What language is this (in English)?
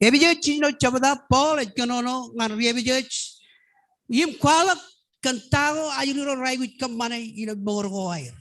Marshallese